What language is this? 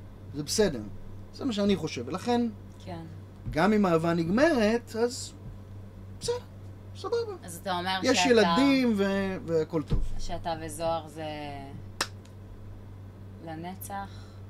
Hebrew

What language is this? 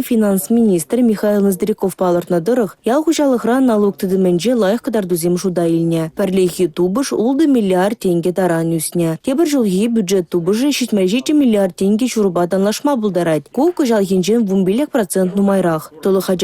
Chuvash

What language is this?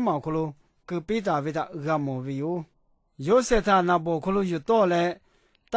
Lahu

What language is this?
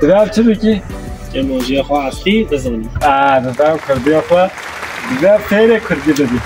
Kurdish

